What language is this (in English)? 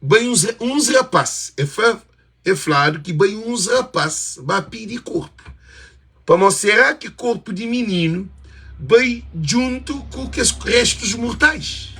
Kabuverdianu